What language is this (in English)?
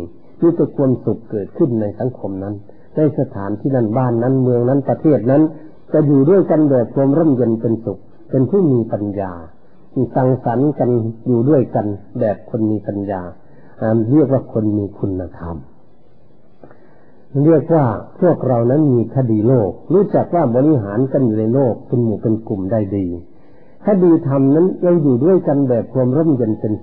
Thai